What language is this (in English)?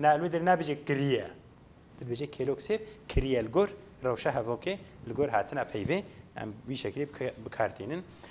Kurdish